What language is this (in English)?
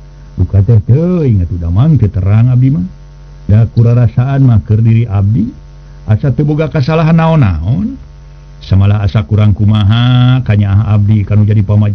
Sundanese